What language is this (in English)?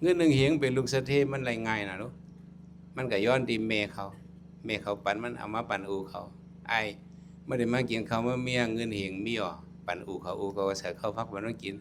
Shan